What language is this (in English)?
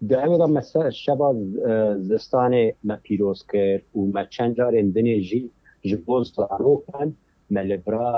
Kurdish